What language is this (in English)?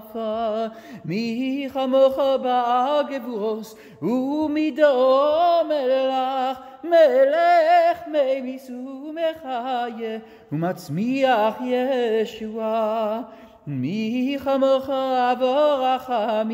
Hebrew